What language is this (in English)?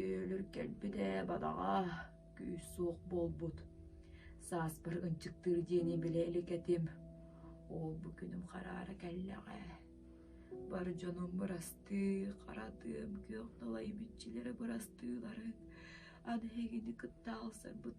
Yakut